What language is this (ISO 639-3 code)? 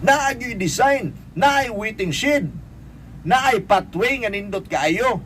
ceb